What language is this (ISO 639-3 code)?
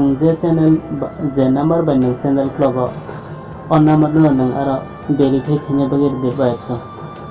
trp